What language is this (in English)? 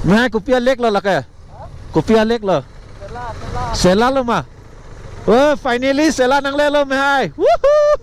Karbi